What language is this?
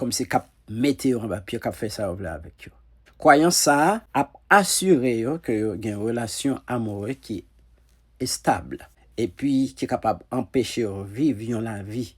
Haitian Creole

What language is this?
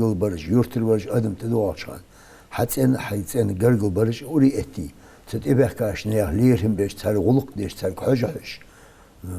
Ingush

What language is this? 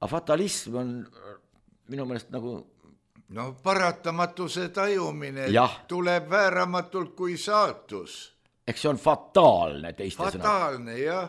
Estonian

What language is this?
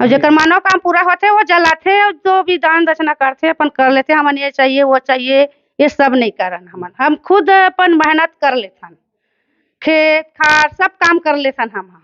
Chhattisgarhi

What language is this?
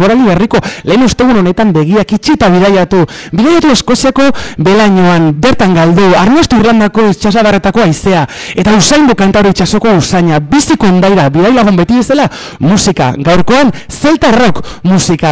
Basque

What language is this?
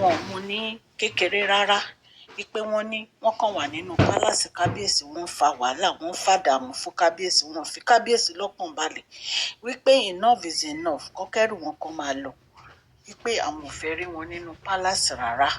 Yoruba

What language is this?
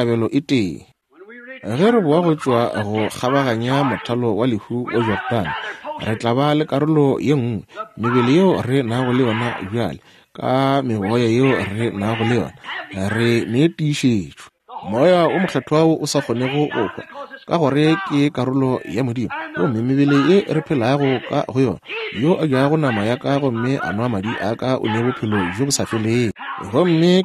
Northern Sotho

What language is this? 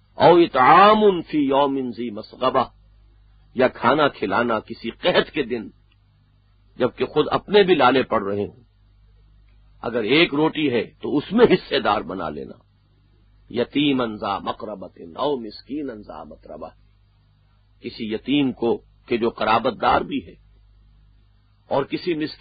Urdu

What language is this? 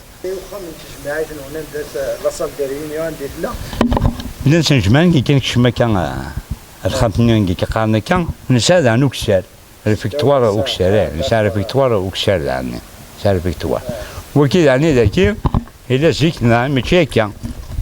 Kabyle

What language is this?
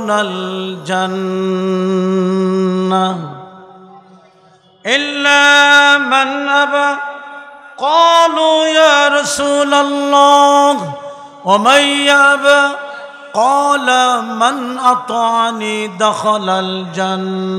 Bangla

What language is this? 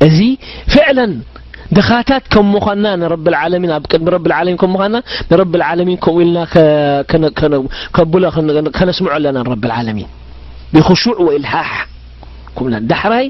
Tigrinya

